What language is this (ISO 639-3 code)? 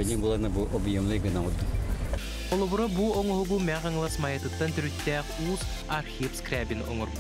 sah